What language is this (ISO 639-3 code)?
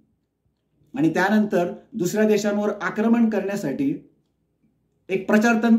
mar